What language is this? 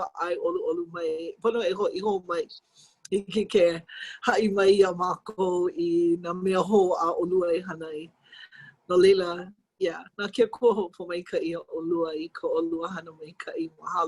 Hawaiian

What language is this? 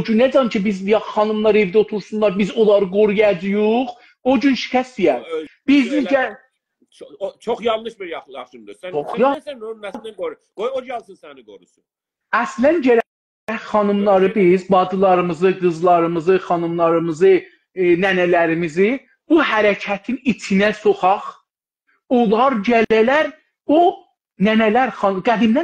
South Azerbaijani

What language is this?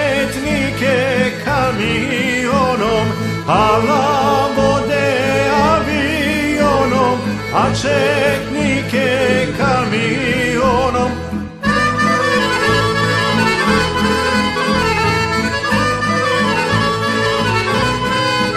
Serbian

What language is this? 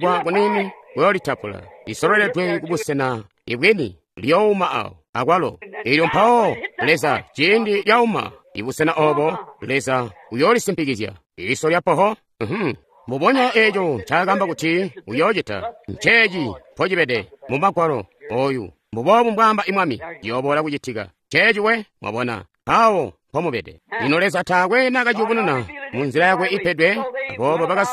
Tonga (Zambia)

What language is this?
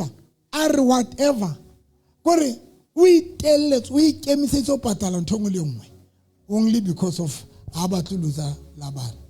Southern Sotho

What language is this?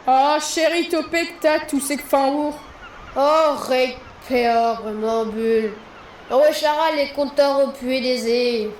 Breton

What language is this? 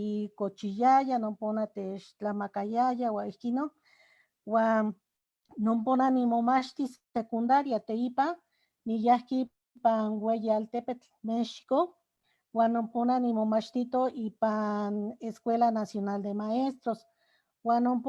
Eastern Huasteca Nahuatl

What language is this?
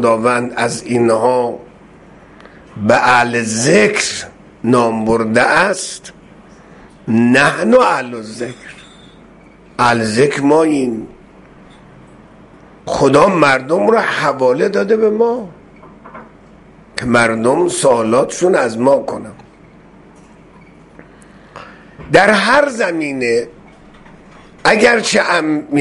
Persian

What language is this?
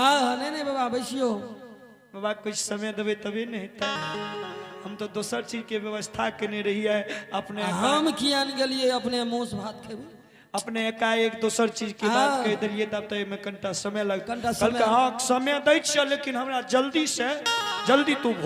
Maithili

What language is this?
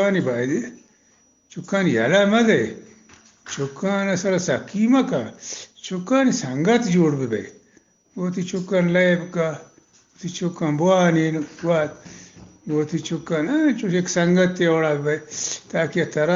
Eastern Balochi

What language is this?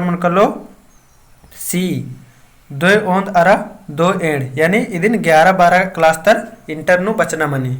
Kurukh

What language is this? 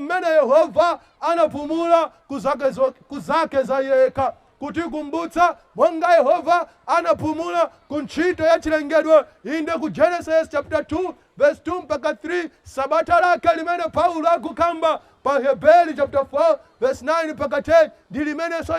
Nyanja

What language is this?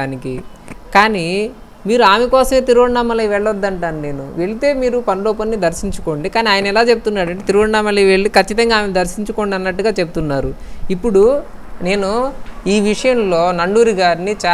Telugu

